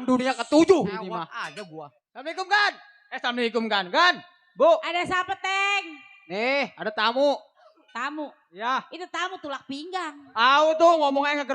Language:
Betawi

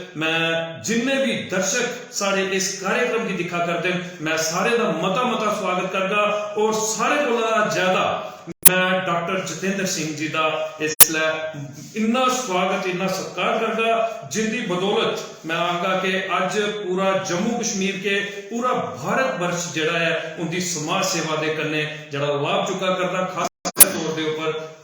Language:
Dogri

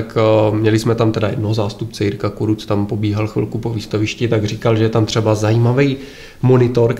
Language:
Czech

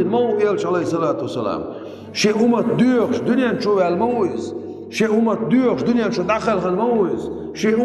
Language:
Chechen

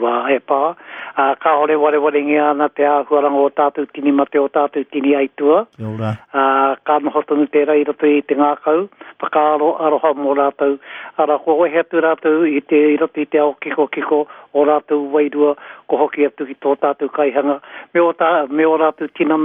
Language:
Māori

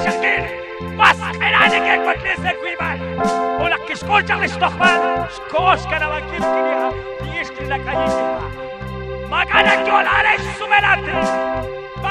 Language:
Kekchí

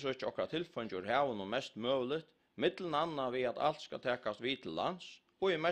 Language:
Faroese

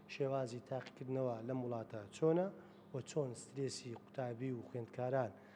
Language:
Central Kurdish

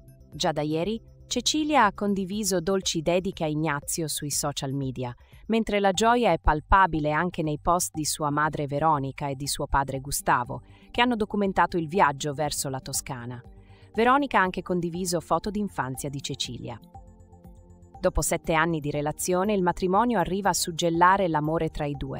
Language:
Italian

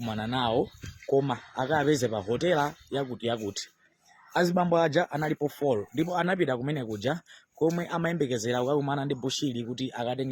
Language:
Nyanja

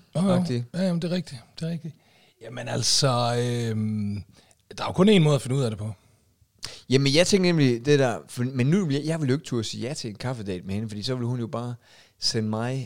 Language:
Danish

